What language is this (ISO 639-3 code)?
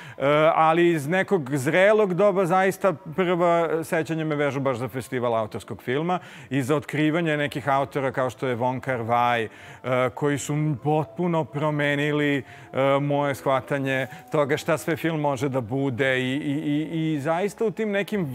srp